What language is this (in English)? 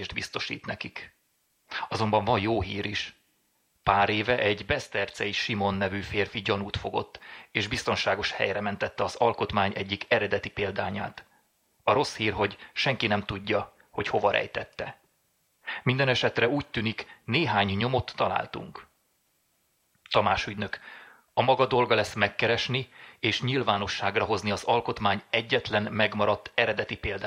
Hungarian